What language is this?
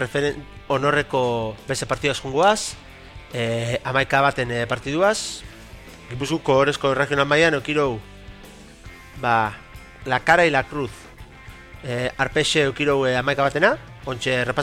Basque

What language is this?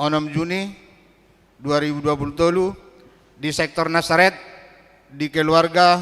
Batak Toba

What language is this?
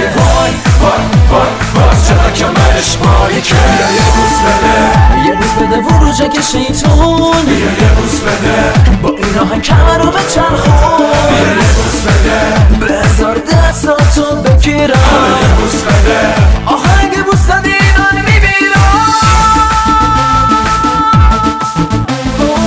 Persian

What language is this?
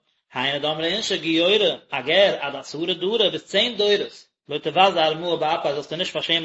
Yiddish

